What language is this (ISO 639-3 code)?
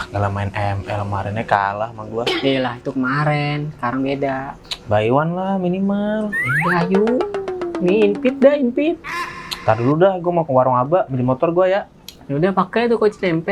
bew